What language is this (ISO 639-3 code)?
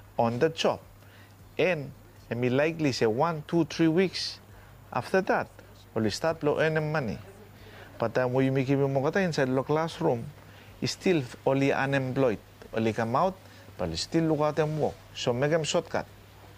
bis